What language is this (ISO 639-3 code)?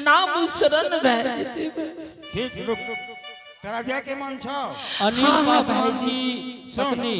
anp